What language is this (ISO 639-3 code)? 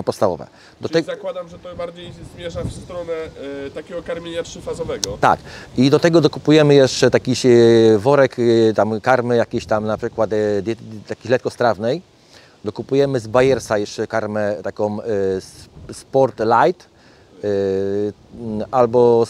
pol